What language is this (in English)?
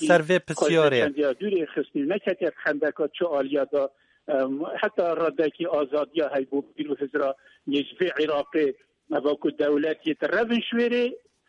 Kurdish